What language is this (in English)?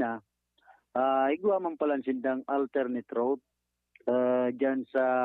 Bikol